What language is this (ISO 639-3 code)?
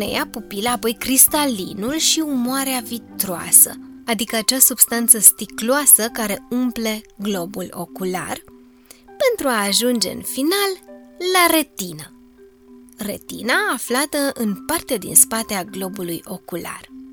ron